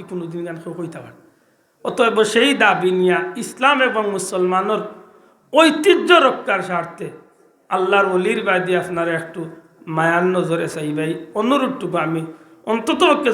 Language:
Sylheti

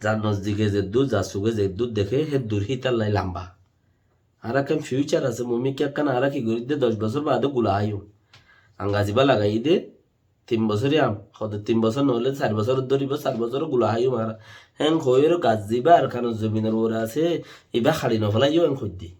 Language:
Rohingya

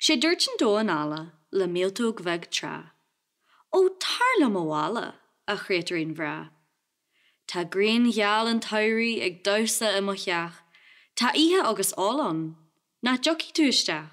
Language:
Irish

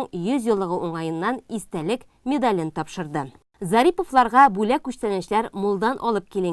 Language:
Tatar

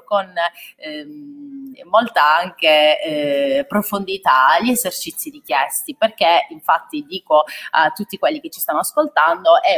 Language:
Italian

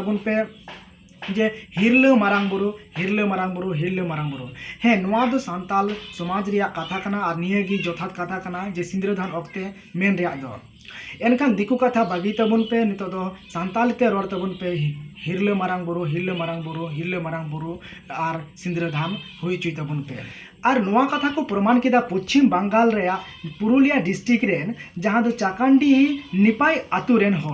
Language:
Santali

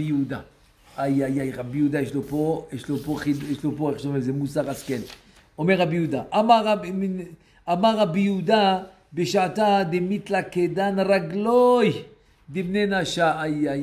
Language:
Hebrew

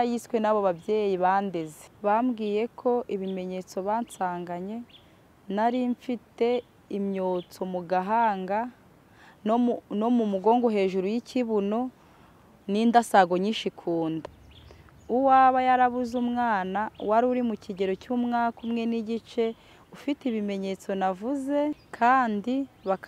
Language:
Kinyarwanda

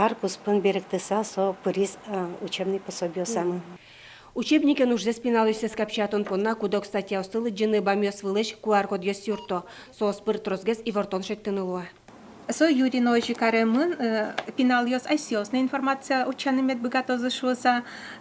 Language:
Udmurt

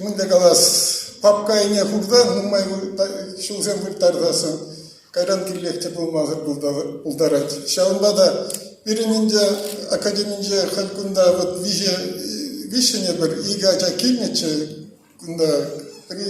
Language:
Chuvash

